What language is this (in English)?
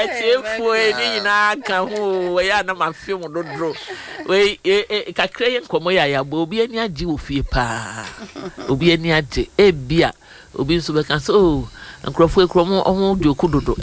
Akan